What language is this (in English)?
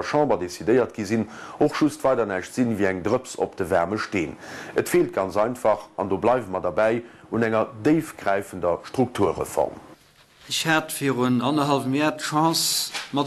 Luxembourgish